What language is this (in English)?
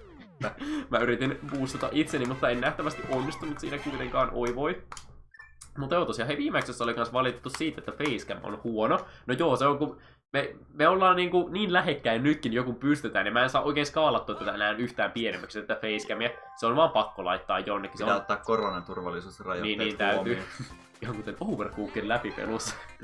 Finnish